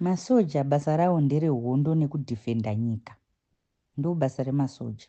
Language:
Shona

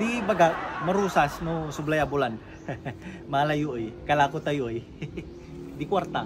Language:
Pangasinan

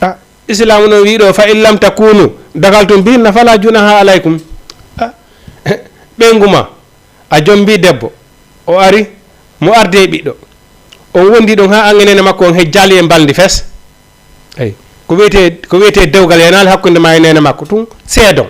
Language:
Fula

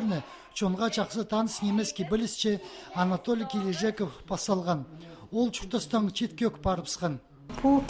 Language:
Khakas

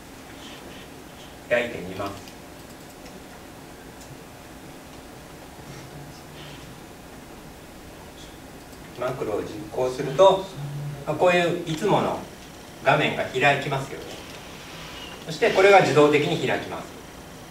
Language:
Japanese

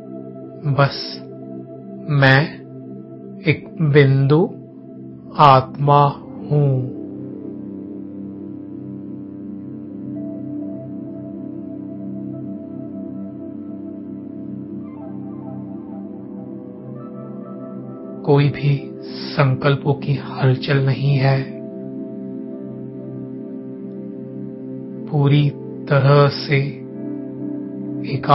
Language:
Hindi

